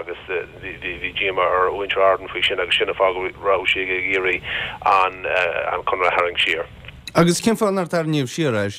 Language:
Irish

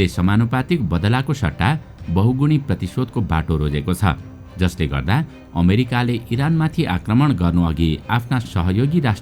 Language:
Nepali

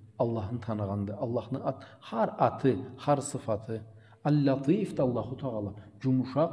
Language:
Karachay-Balkar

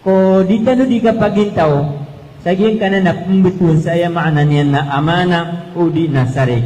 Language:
Maranao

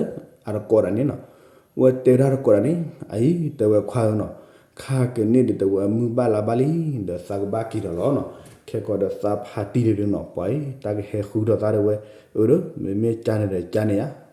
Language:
S'gaw Karen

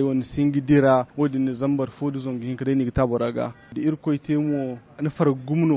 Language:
Zarma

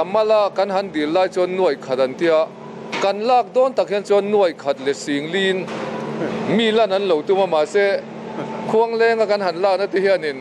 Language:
Mizo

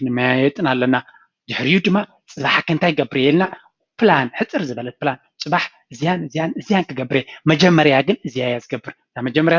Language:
Tigrinya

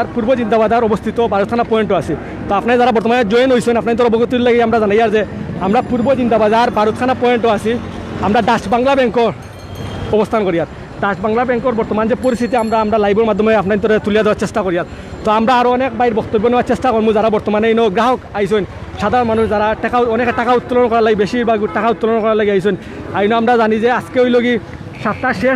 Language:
Sylheti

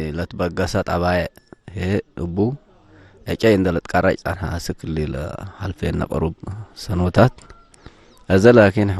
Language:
Tigre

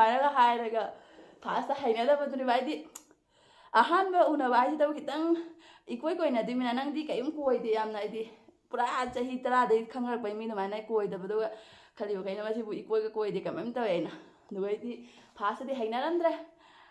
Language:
Manipuri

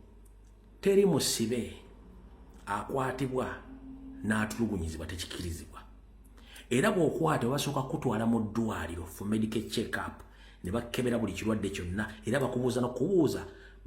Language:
Ganda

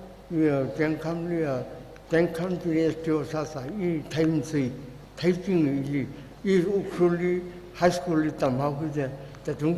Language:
Tangkhul Naga (India)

